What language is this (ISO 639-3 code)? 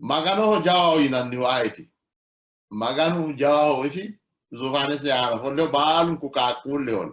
sid